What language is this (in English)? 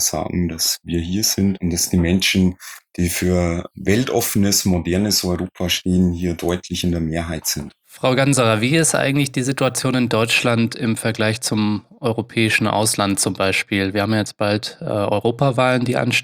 German